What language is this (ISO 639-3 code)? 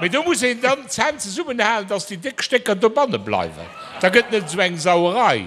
ltz